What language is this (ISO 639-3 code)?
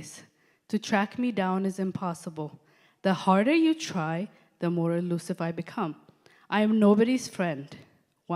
eng